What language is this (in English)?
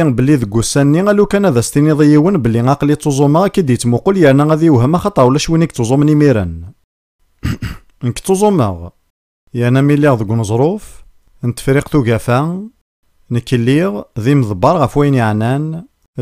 Kabyle